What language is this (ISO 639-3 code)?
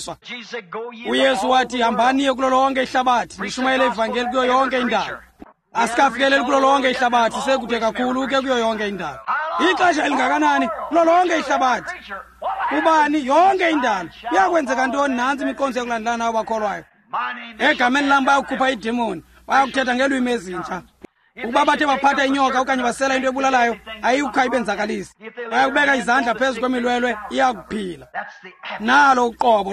xho